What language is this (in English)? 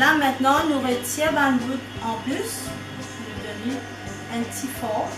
Morisyen